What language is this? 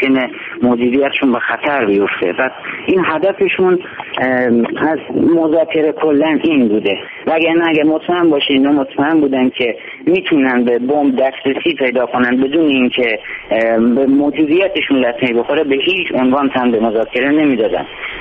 Persian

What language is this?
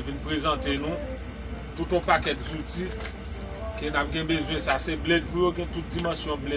Haitian Creole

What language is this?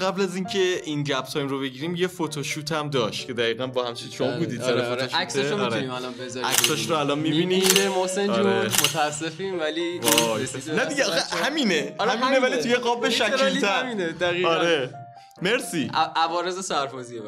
Persian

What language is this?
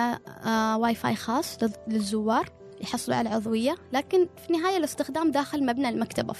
Gulf Arabic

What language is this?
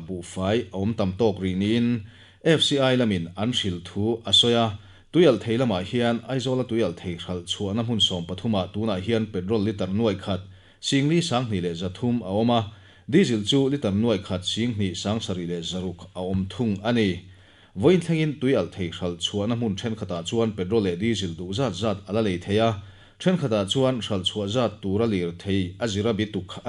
Mizo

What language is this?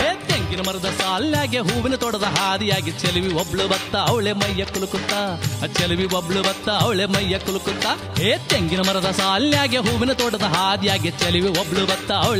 Kannada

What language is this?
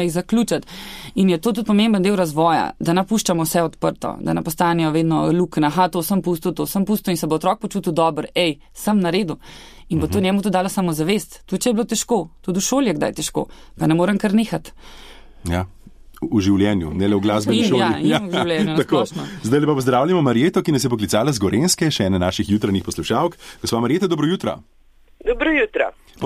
Slovenian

